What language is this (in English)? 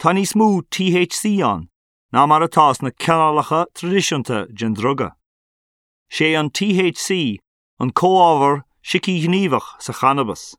Irish